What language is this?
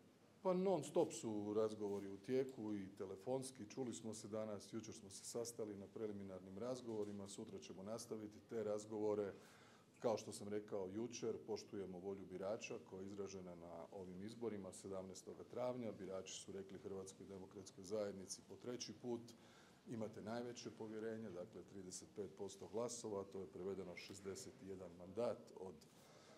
Croatian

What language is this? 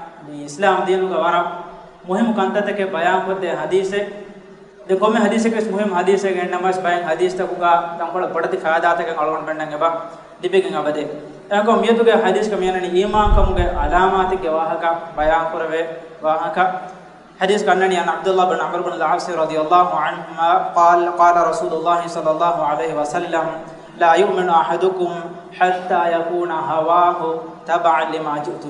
Divehi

